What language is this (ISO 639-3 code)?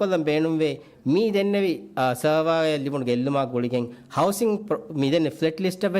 div